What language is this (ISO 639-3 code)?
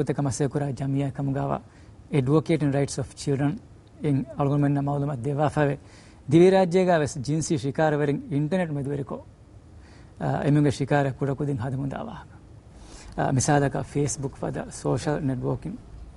div